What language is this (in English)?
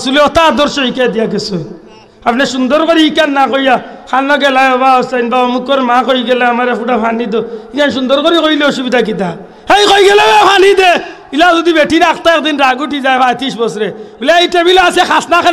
Sylheti